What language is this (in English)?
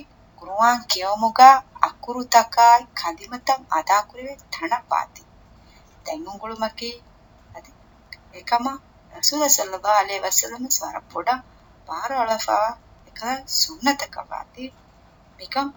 Divehi